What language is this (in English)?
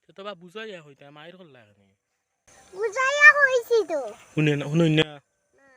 Sylheti